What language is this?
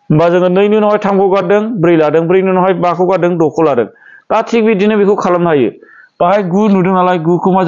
Bodo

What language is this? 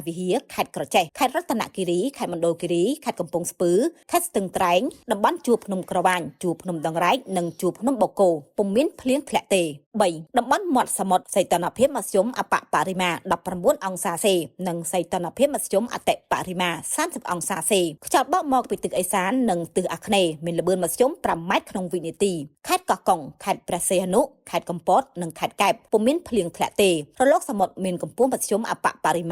Khmer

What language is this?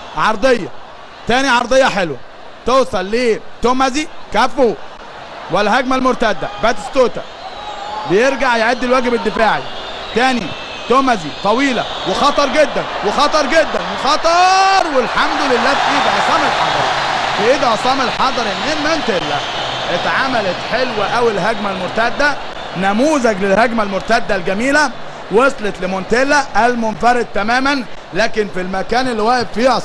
Egyptian Arabic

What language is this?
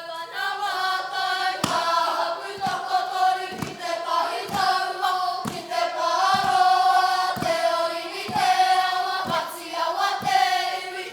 Māori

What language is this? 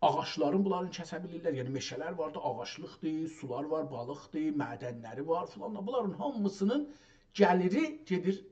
South Azerbaijani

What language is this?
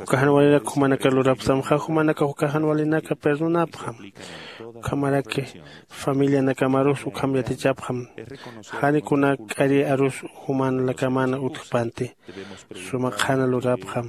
Aymara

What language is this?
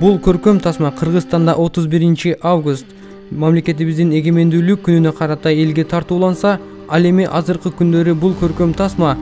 Kyrgyz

